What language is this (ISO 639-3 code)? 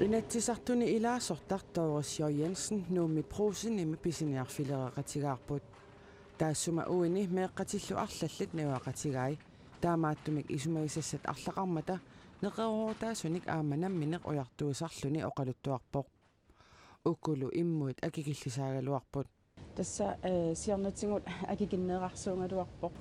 kal